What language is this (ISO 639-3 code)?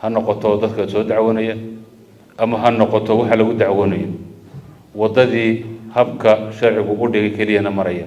som